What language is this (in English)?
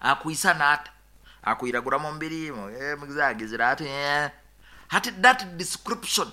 Nyoro